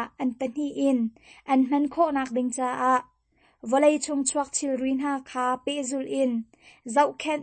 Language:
Hakha Chin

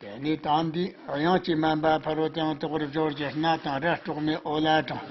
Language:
Tibetan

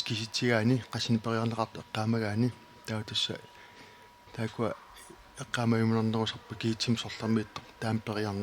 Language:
Kalaallisut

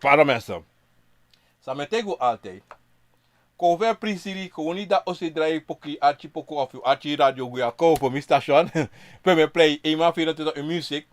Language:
Sranan Tongo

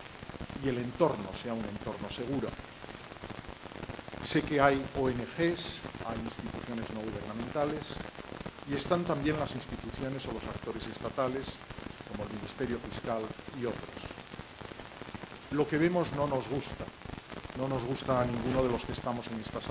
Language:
Spanish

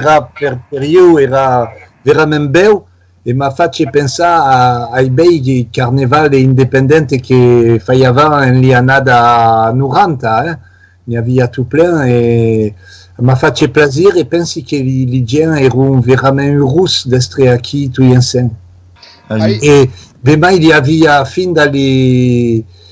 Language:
Occitan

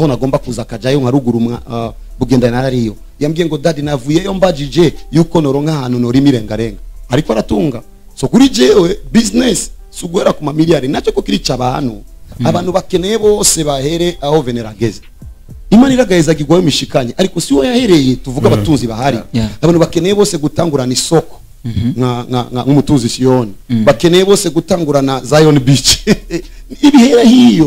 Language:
Rundi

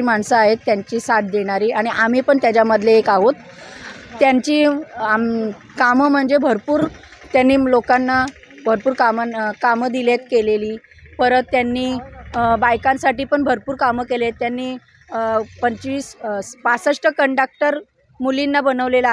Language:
Marathi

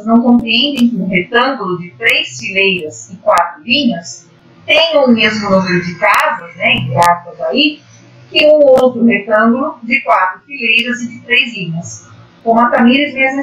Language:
Portuguese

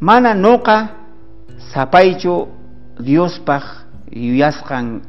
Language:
South Bolivian Quechua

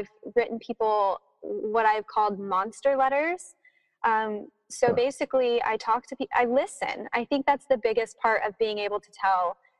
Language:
English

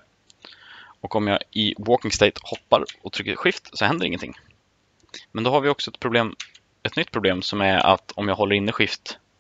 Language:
Swedish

